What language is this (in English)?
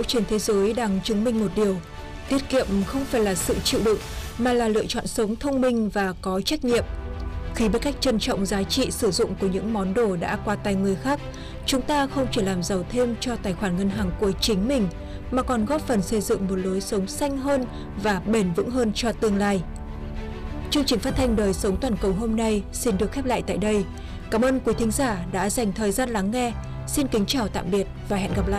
Vietnamese